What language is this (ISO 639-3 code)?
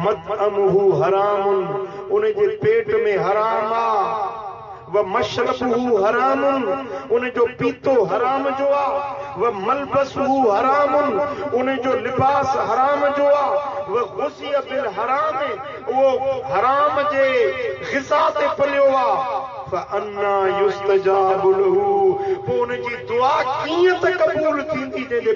snd